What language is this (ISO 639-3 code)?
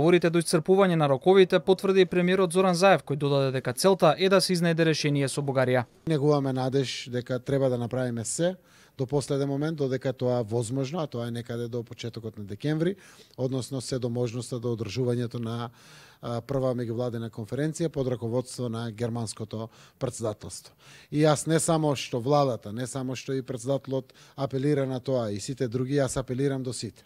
mkd